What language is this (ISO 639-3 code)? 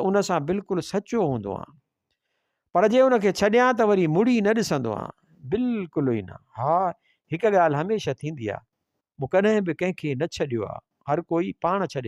snd